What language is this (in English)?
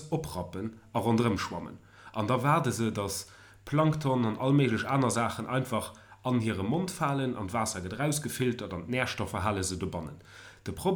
Luxembourgish